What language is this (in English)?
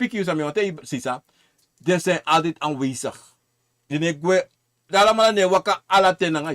Sranan Tongo